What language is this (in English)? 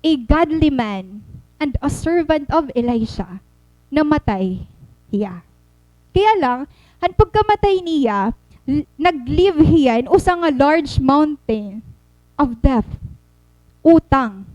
Waray